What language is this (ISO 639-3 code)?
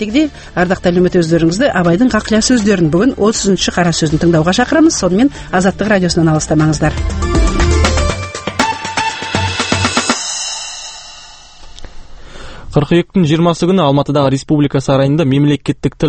kaz